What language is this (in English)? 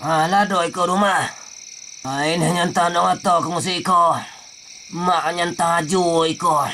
Minangkabau